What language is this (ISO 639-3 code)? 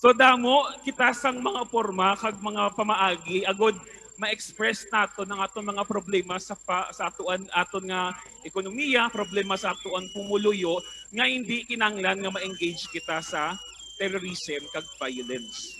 hil